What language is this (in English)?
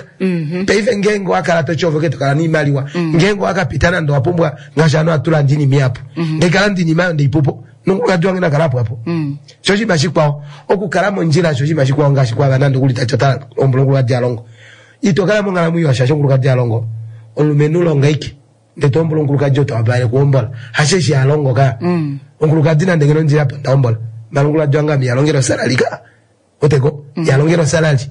Kuanyama